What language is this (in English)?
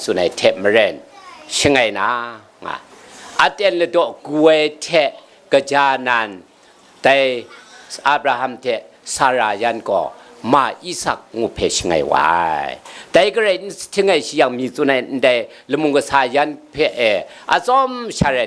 Kachin